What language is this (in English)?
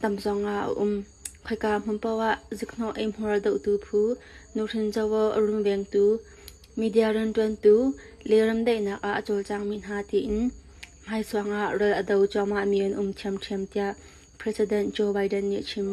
Hakha Chin